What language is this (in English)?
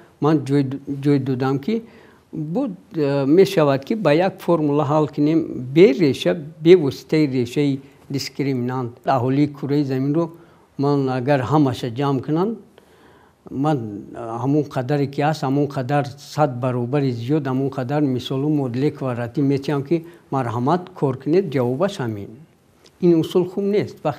Tajik